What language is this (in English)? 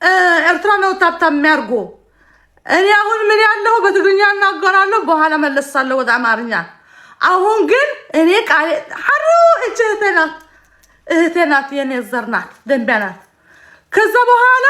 Amharic